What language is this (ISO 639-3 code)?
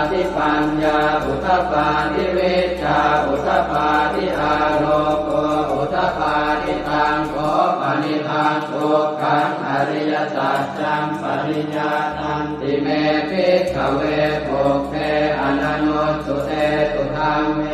pli